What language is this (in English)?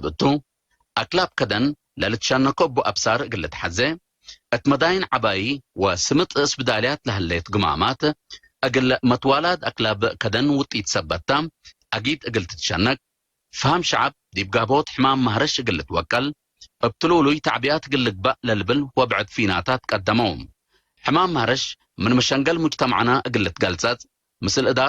Tigre